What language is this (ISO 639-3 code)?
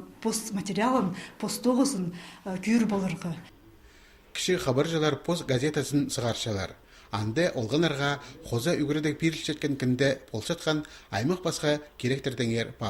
kjh